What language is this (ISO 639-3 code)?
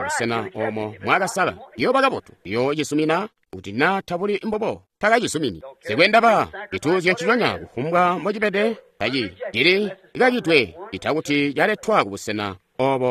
toi